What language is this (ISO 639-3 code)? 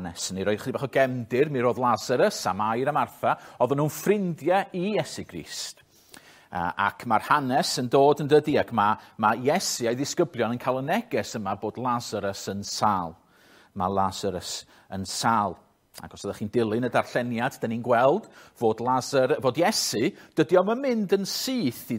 cym